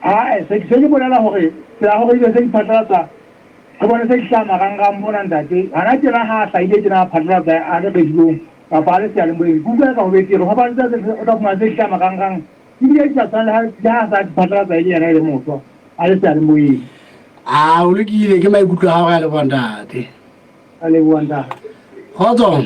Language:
Southern Sotho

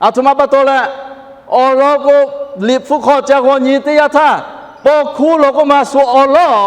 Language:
Lahu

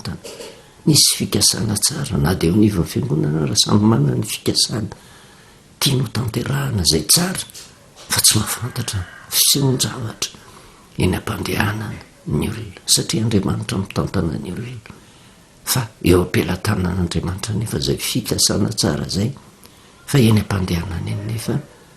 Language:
Malagasy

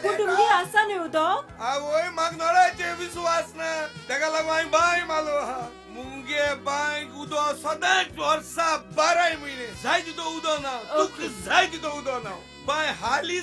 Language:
Konkani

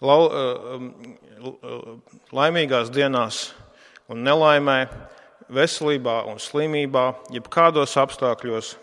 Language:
Latvian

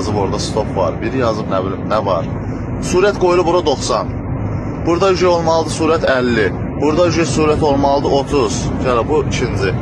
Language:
Azerbaijani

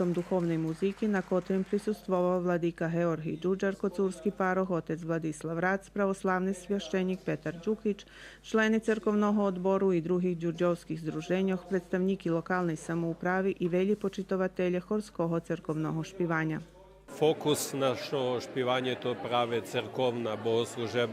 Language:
Rusyn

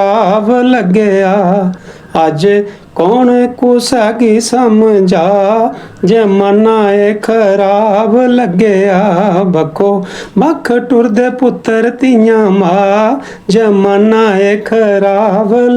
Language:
Dogri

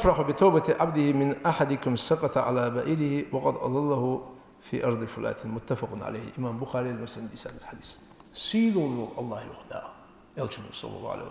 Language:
Ingush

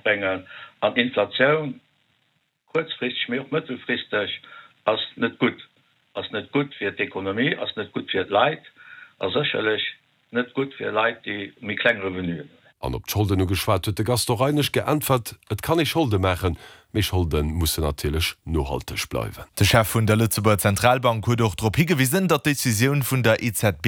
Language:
Luxembourgish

